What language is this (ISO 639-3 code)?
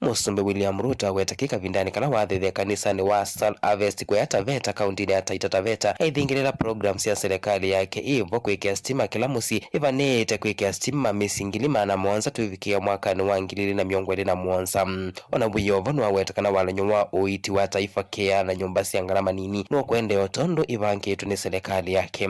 kam